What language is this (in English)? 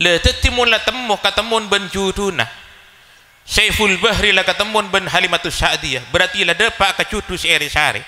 Madurese